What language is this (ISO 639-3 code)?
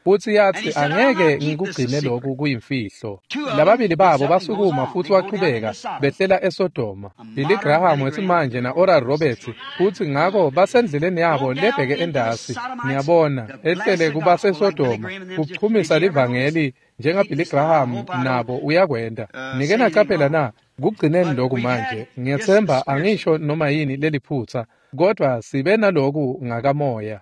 ssw